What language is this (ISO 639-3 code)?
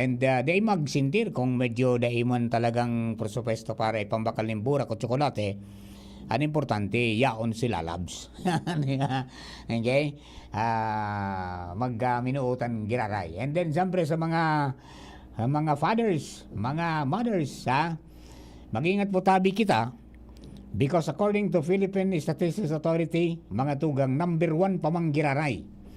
bik